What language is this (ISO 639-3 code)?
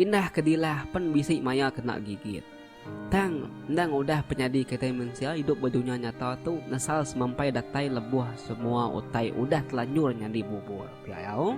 iba